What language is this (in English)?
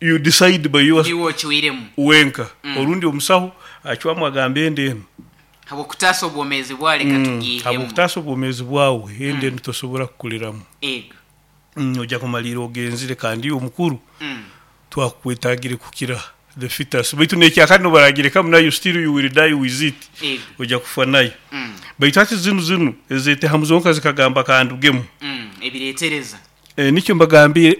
Nyoro